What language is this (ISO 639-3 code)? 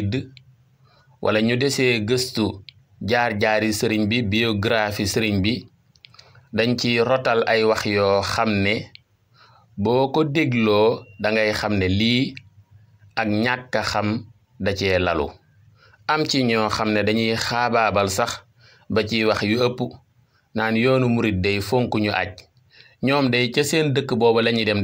wol